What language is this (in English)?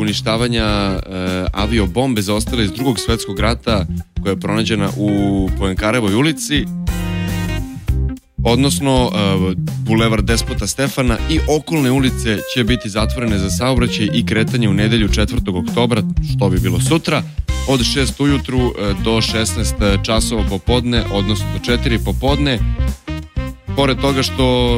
Serbian